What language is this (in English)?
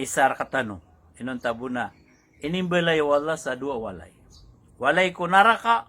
Maranao